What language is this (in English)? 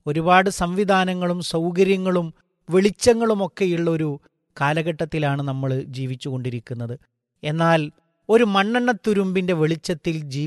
Malayalam